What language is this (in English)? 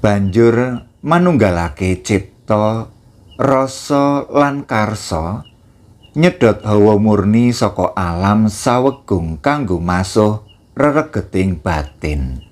Javanese